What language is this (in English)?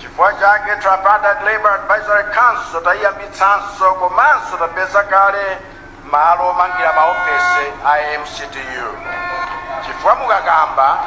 Nyanja